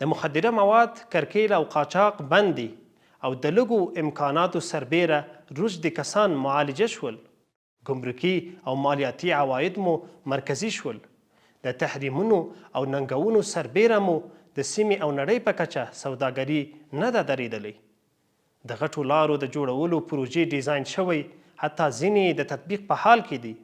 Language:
Pashto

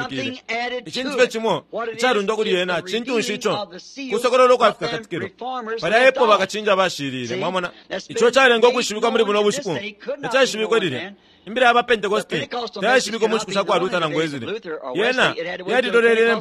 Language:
Bemba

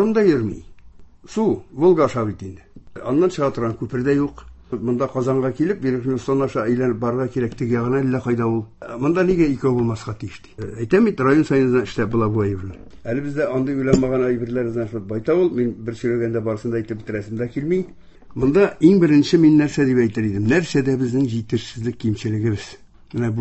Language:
Tatar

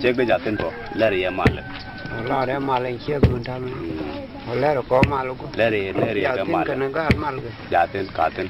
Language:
Nuer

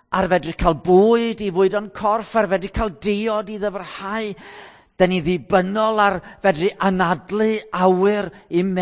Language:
Welsh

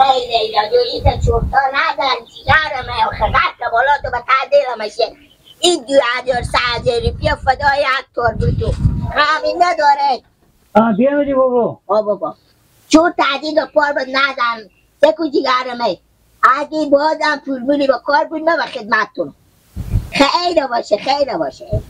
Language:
Hazaragi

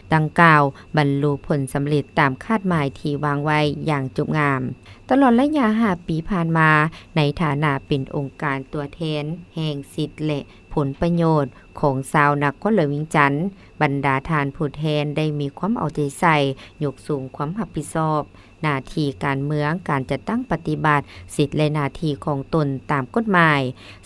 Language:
Lao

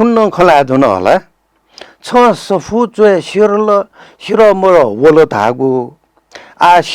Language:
Newari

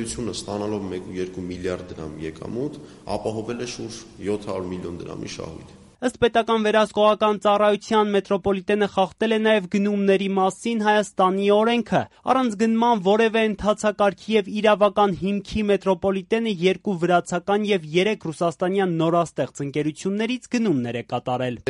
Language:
Armenian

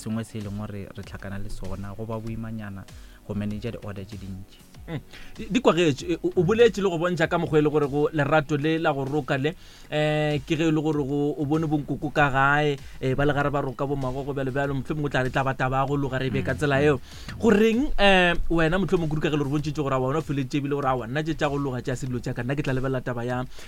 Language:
Northern Sotho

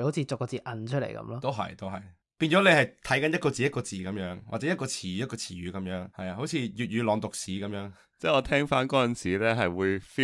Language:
Cantonese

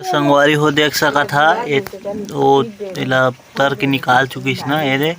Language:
Chhattisgarhi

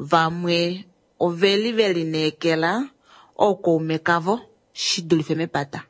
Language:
Kuanyama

